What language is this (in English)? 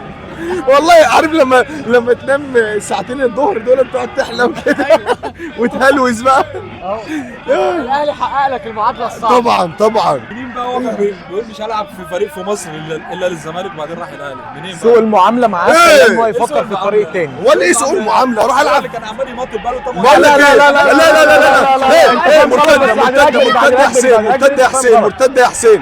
Egyptian Arabic